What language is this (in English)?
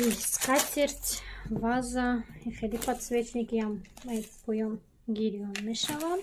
Tajik